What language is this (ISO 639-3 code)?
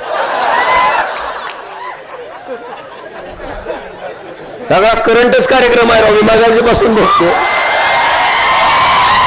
mar